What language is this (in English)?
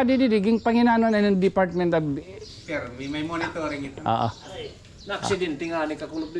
Waray